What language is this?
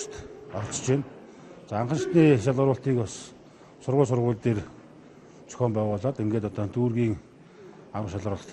Mongolian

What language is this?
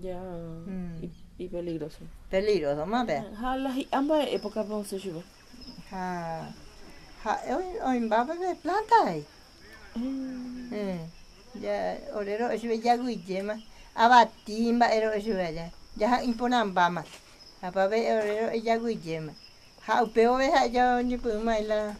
Guarani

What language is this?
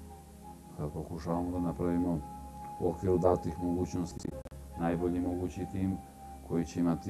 Serbian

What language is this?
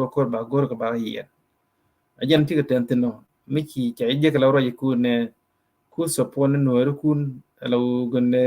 Nuer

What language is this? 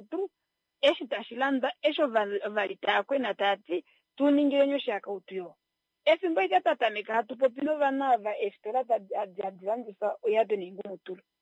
Kuanyama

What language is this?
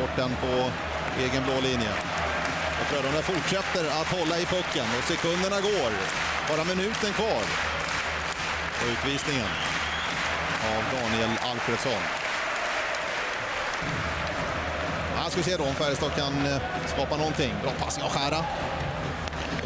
Swedish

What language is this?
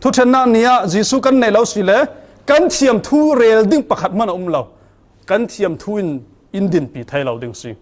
Falam Chin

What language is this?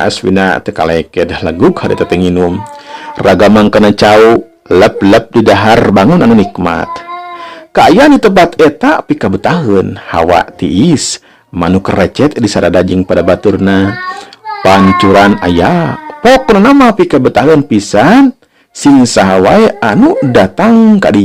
Sundanese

